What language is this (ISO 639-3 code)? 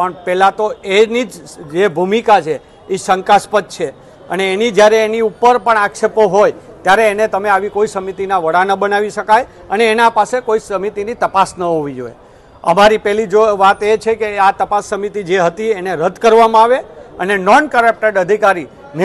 guj